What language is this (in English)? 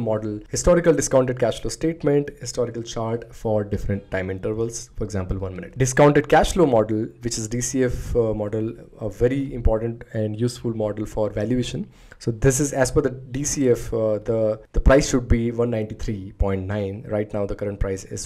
English